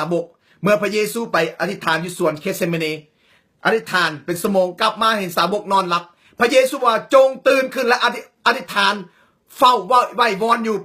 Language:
Lao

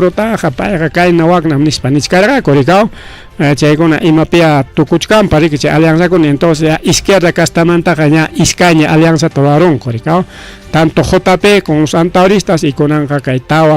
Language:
Ayacucho Quechua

